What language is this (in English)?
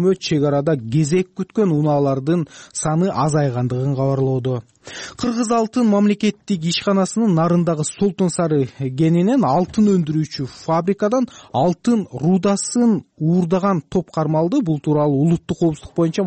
Kyrgyz